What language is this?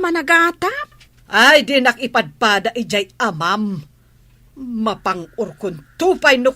Iloko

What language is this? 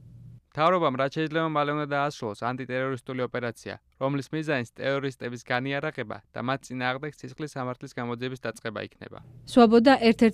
Georgian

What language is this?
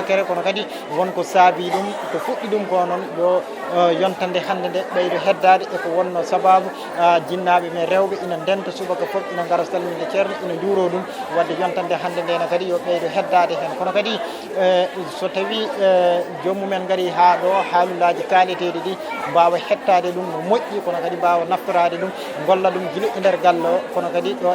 Fula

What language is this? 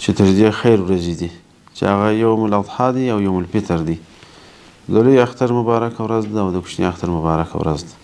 Pashto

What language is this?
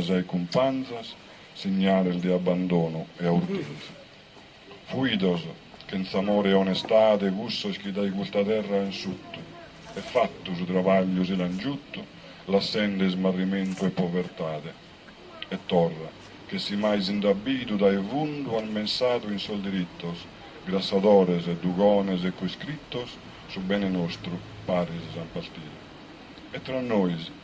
Sardinian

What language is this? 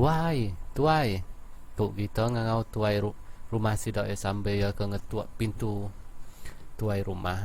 Iban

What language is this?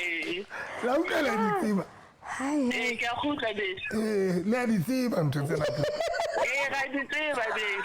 Southern Sotho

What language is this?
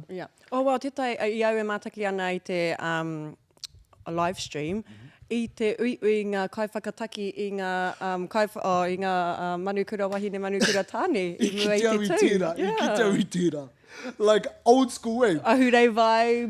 Māori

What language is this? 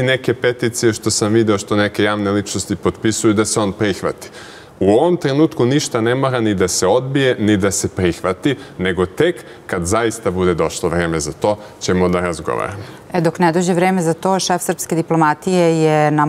Serbian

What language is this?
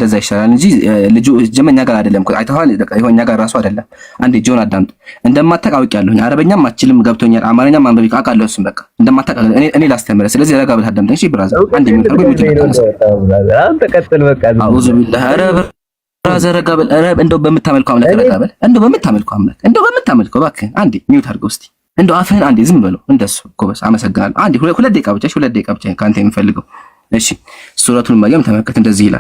Amharic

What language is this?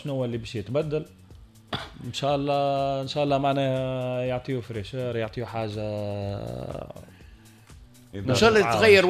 Tunisian Arabic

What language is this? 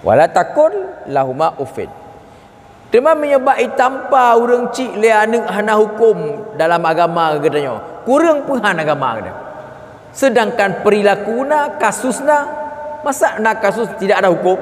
Achinese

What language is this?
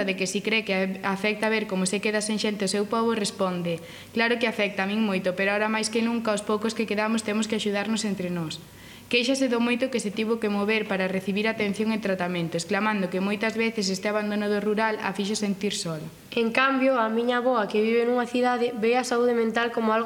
Galician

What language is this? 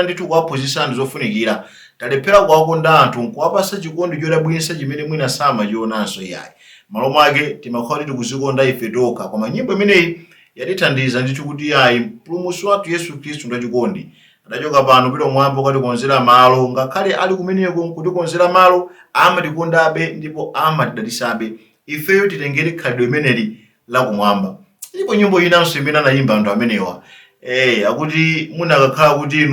Nyanja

